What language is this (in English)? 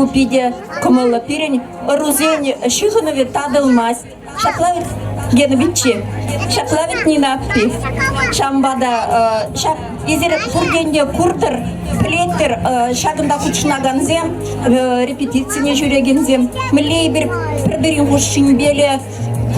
Chuvash